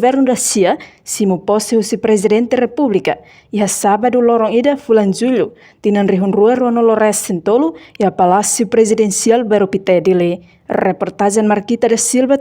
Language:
Tetum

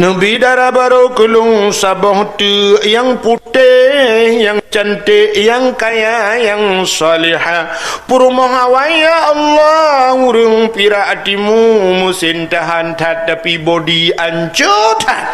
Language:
Achinese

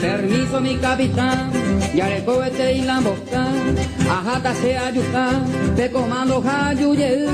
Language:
Guarani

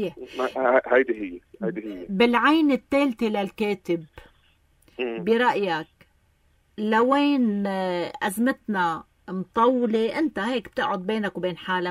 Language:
North Levantine Arabic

